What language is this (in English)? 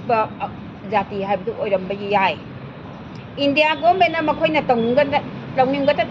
Manipuri